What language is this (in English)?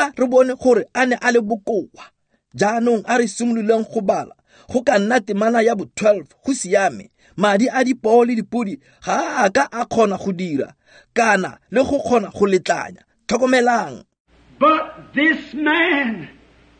Tswana